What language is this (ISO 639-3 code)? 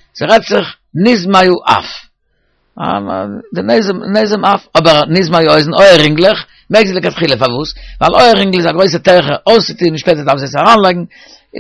yid